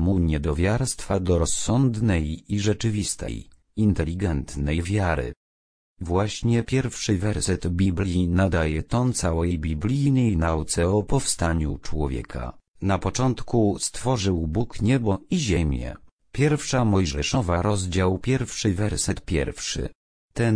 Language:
Polish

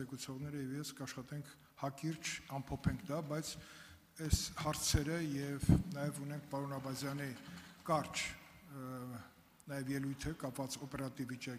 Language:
Armenian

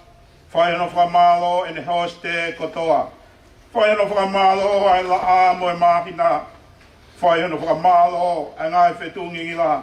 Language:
Tongan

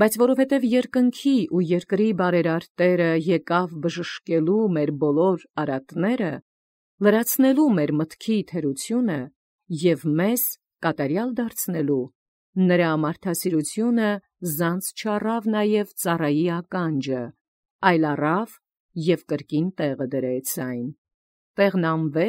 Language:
Armenian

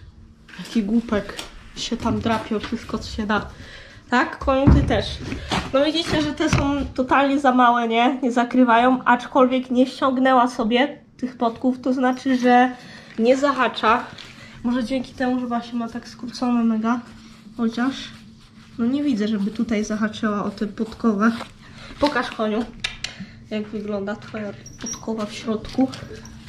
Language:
Polish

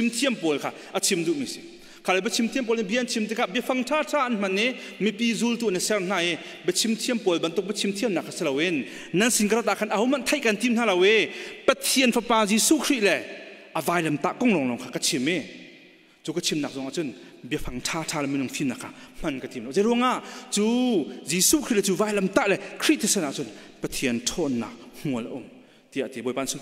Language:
Hakha Chin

